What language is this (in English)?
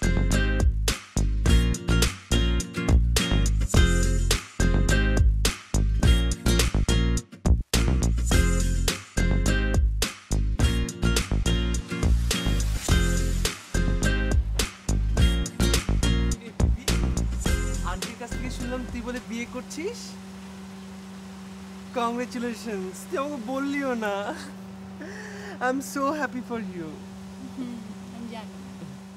Bangla